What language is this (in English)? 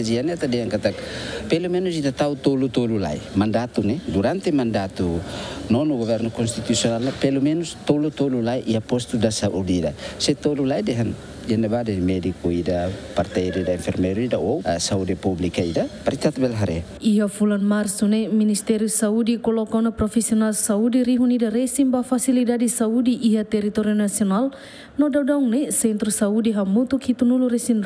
Tetum